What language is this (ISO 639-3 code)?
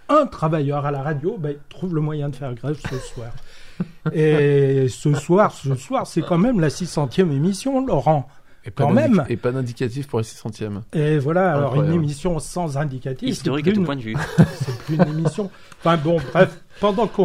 fra